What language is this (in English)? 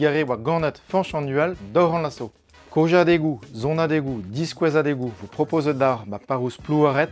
Breton